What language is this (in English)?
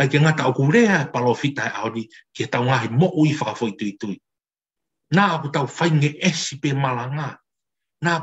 Tongan